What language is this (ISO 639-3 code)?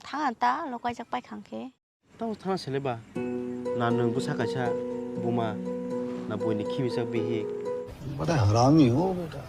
trp